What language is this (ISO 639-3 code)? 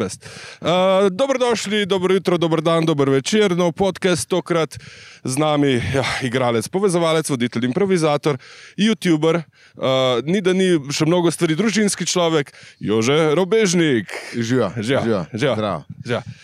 slv